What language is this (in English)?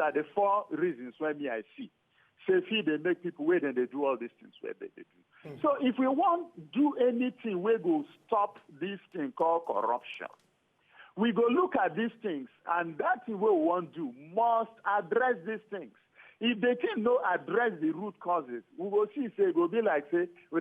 Nigerian Pidgin